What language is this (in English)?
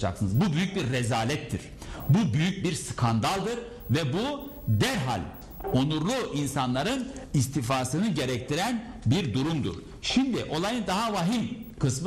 Turkish